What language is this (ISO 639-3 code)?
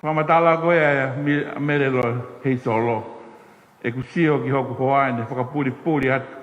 ton